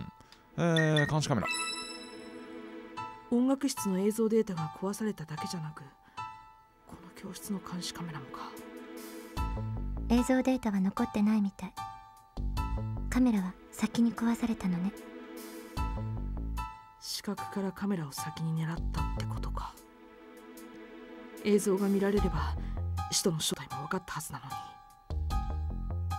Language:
Japanese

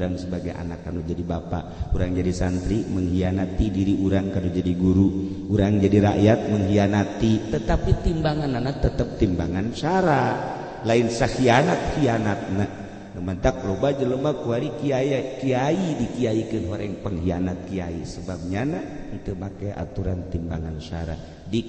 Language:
Sundanese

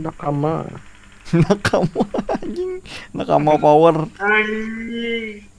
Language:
Banjar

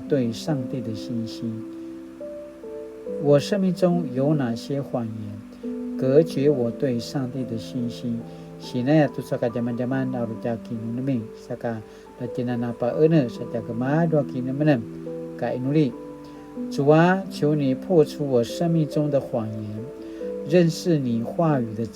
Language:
Paiwan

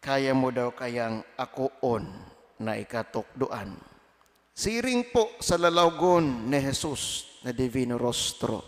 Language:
Bikol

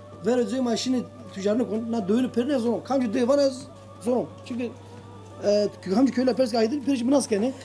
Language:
Zaza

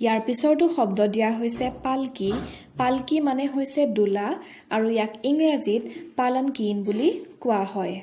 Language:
Assamese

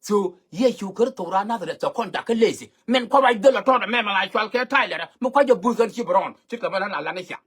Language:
Nuer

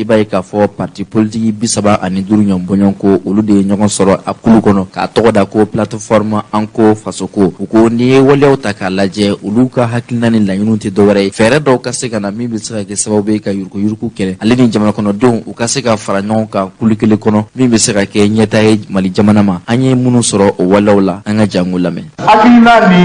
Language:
Bambara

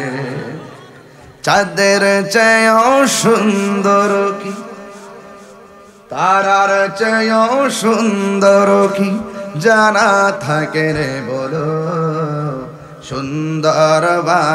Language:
Bangla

